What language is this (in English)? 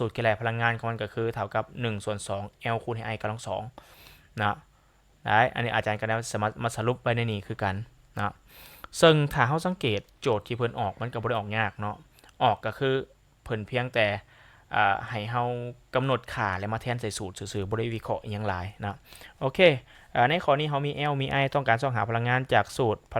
Lao